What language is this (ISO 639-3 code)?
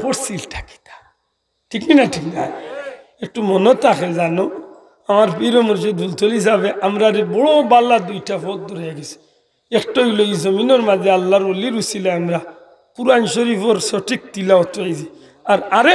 syl